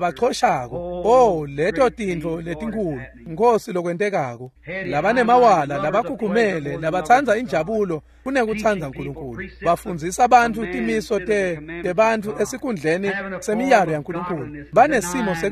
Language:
Swati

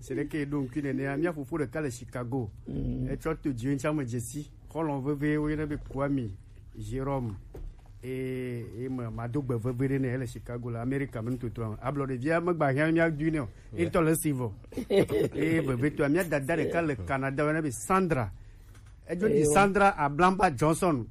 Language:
Gen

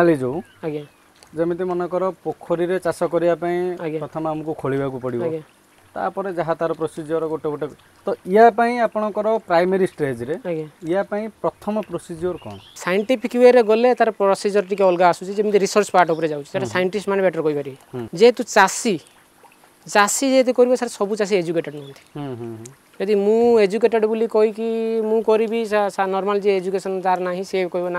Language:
Odia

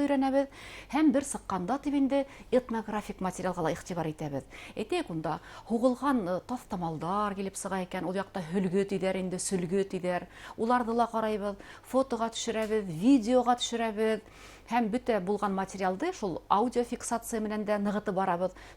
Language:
Bashkir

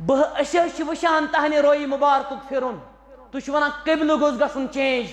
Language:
Kashmiri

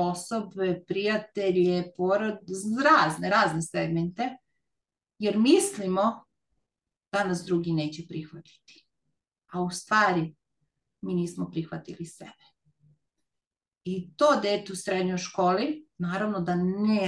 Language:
Serbian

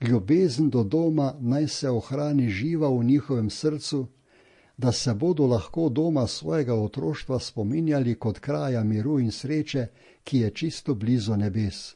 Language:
Slovenian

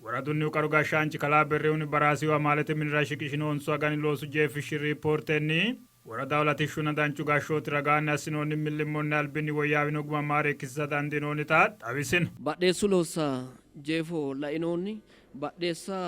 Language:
Sidamo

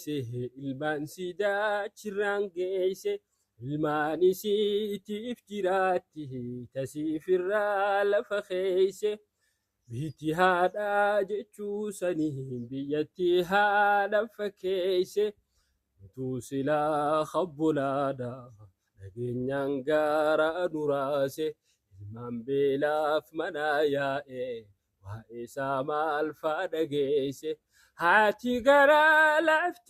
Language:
Oromo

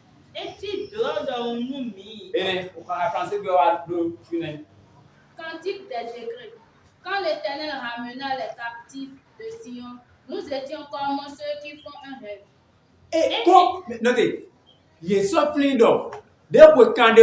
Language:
Fon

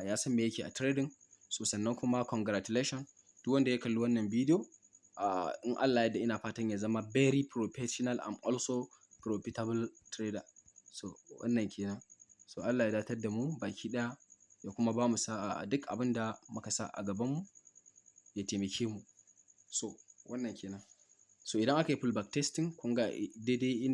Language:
Hausa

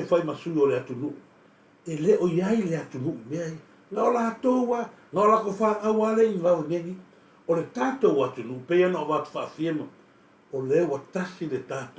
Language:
Samoan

